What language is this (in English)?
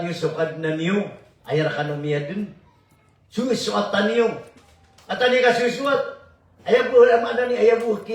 Maranao